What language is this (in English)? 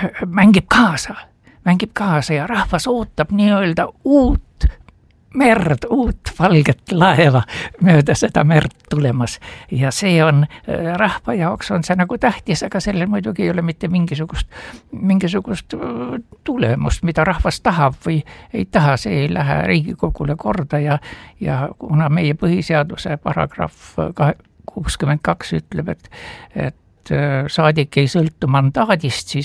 Estonian